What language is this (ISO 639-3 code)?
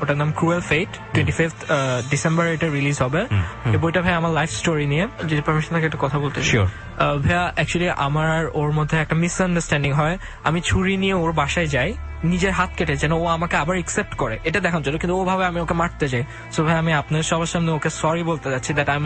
ben